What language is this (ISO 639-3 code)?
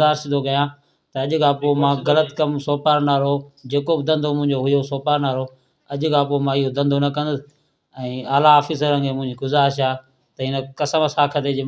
snd